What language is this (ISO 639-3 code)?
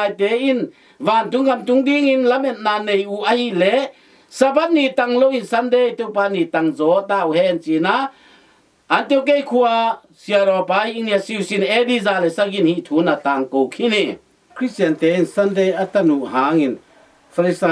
ctd